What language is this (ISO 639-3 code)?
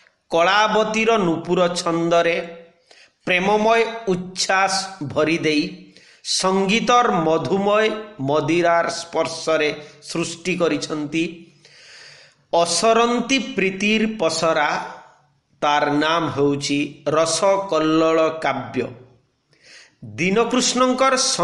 ori